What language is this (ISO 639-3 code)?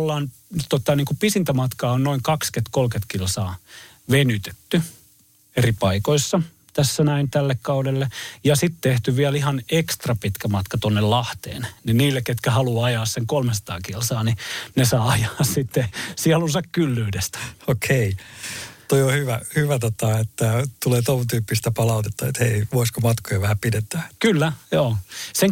fin